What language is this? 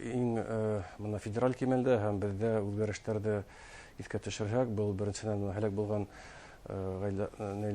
Bashkir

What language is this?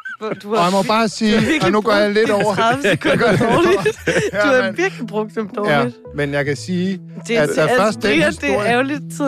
Danish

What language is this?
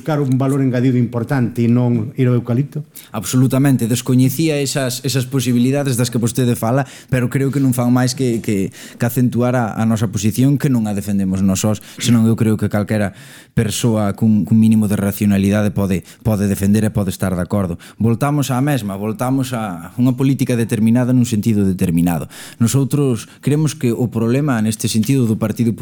Galician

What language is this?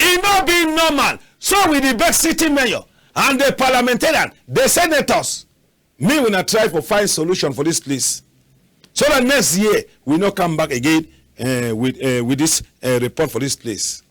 Cameroon Pidgin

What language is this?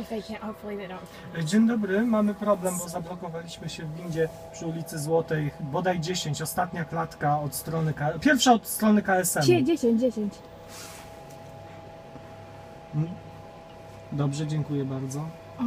Polish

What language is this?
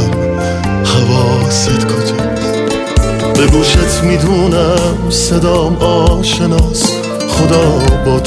Persian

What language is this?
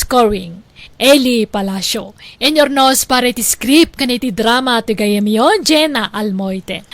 Iloko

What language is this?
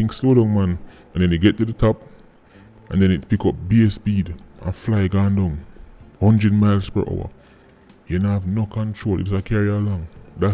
Jamaican Creole English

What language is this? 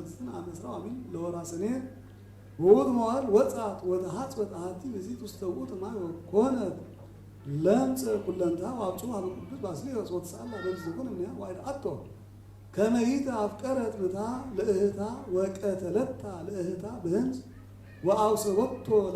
Geez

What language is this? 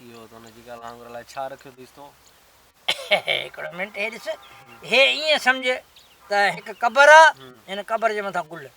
Sindhi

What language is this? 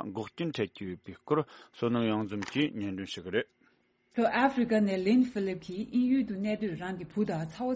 Tibetan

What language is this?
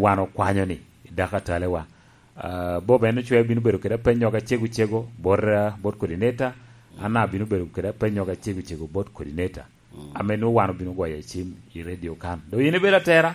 Lango (Uganda)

